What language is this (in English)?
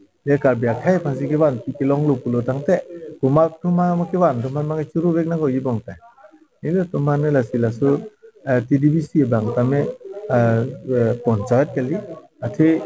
Karbi